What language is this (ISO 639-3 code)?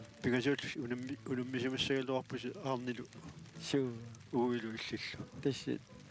kal